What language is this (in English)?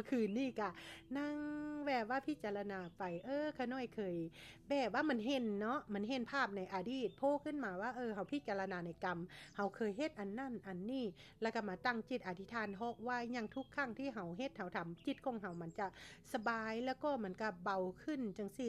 Lao